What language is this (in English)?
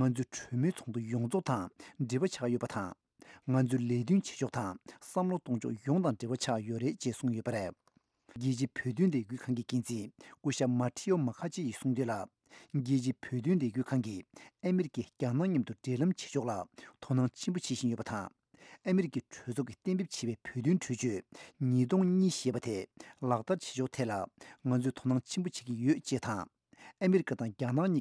Tibetan